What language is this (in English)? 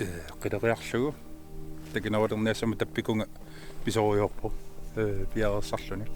Kalaallisut